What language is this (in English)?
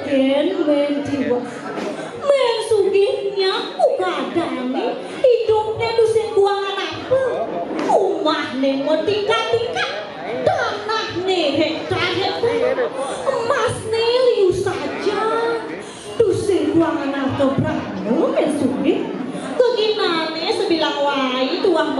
Balinese